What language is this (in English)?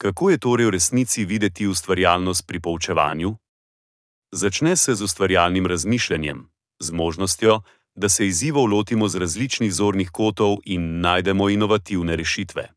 Slovenian